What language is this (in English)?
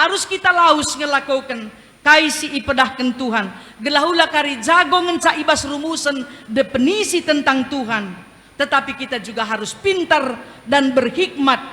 Batak Karo